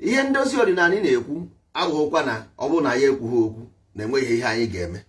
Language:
Igbo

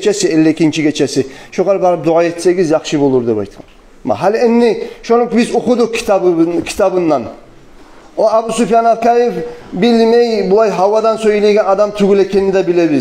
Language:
Kumyk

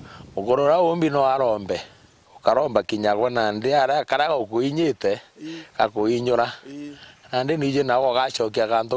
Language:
Meru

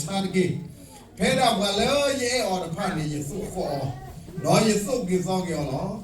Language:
S'gaw Karen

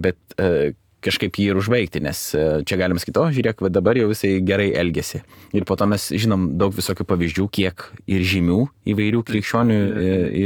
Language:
Lithuanian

